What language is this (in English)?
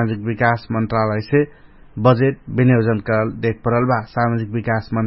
Dangaura Tharu